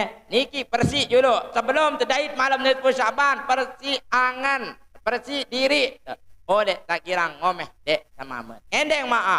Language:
Sasak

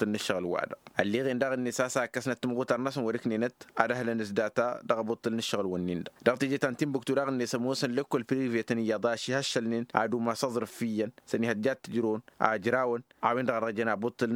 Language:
Tamasheq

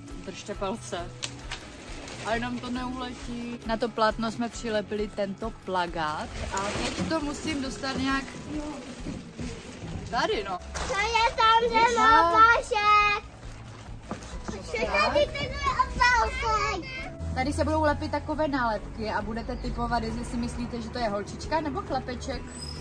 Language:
Czech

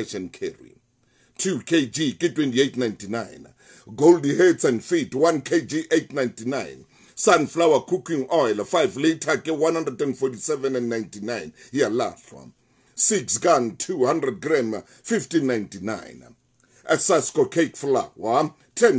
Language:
Southern Sotho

